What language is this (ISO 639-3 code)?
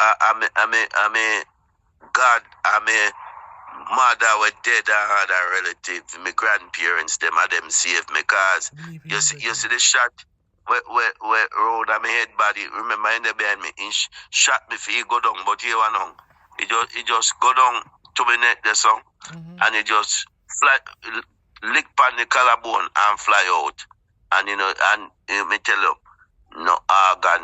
jam